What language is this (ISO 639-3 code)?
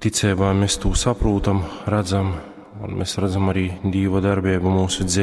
ltg